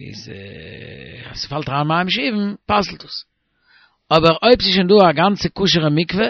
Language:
Yiddish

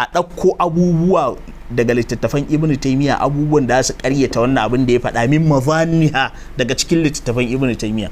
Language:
Hausa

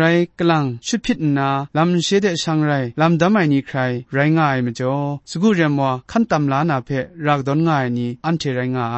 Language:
Kachin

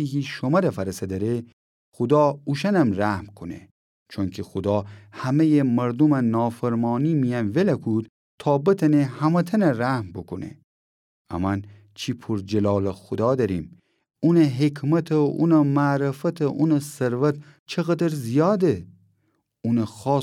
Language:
Gilaki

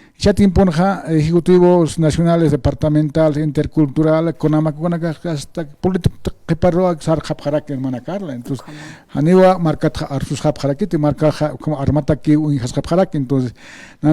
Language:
Aymara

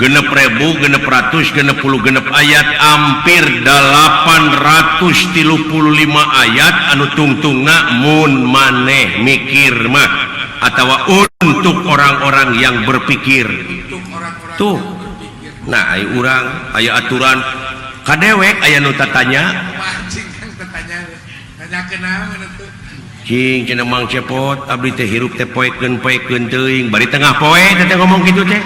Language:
Sundanese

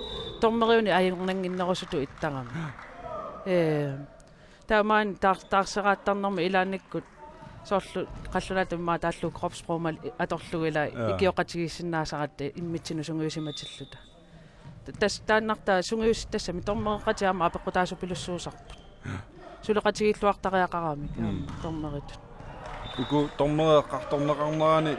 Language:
Kalaallisut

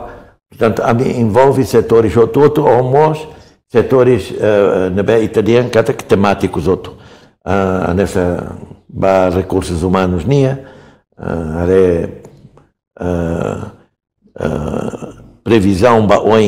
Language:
Tetum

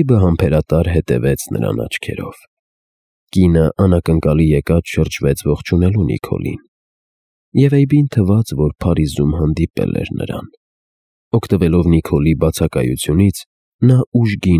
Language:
Armenian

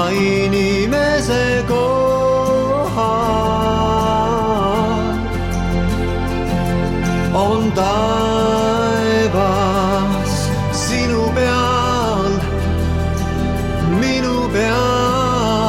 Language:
Estonian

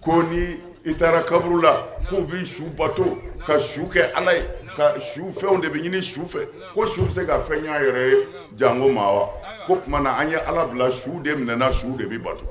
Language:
Bambara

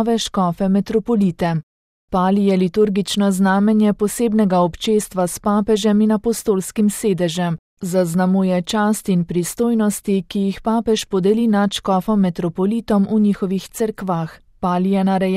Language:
Slovenian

